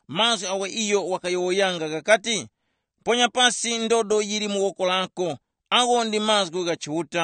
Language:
Tumbuka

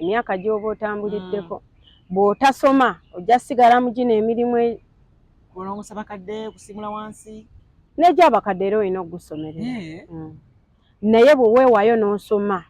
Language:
Ganda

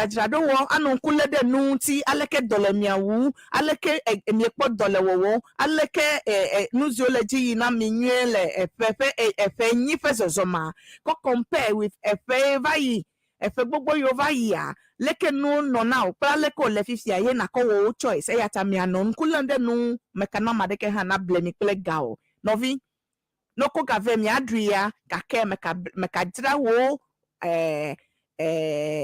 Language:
Ewe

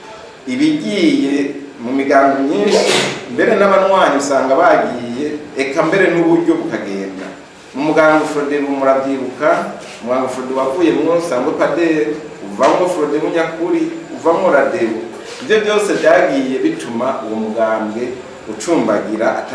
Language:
Rundi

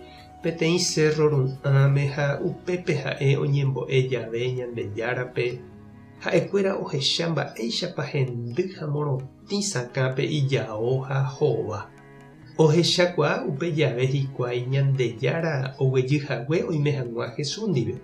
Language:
Guarani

